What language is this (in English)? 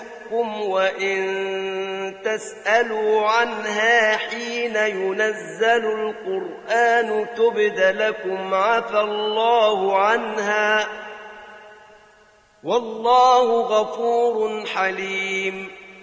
Arabic